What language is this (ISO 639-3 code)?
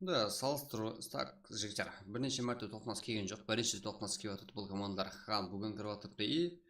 kaa